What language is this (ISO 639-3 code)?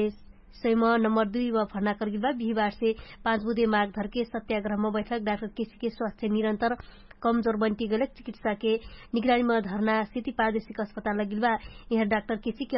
thl